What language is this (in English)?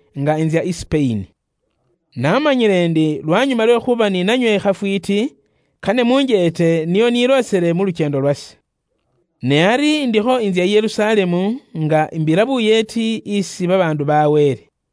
Luyia